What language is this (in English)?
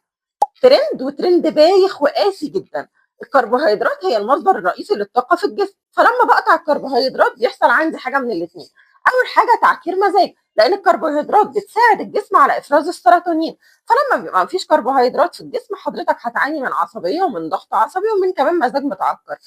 Egyptian Arabic